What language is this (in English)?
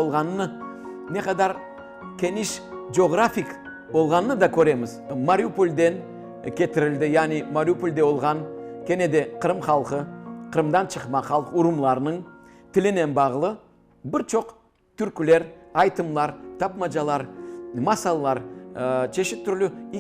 Crimean Tatar